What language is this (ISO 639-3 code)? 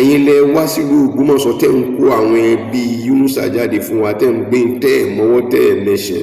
yor